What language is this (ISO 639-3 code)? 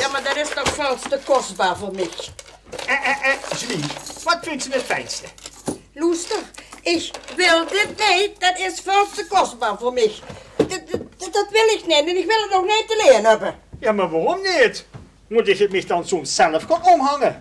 lim